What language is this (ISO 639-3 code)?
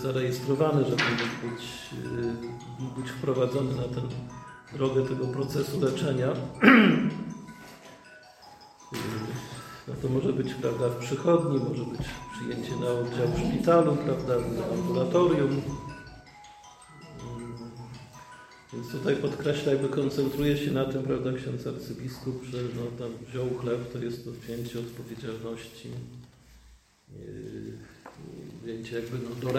pol